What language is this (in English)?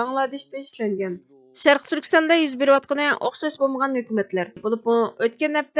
Uyghur